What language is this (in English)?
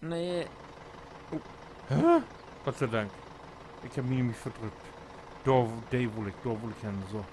Low German